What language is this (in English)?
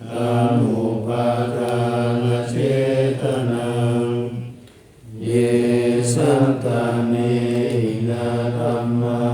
Pali